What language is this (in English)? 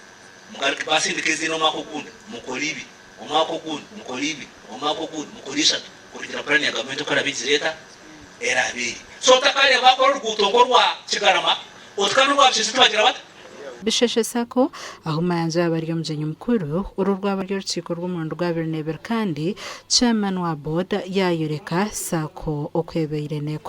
Nyankole